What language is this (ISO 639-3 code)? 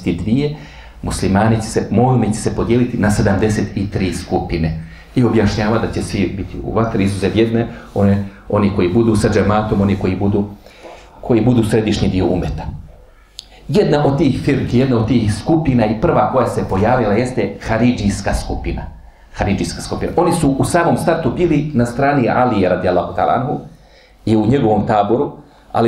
bos